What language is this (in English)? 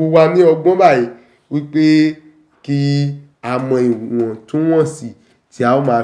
Yoruba